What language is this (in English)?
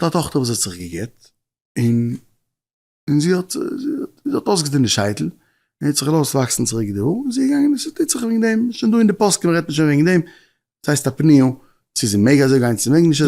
Yiddish